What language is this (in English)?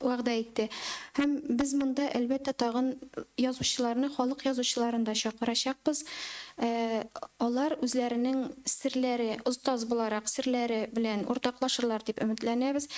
Tatar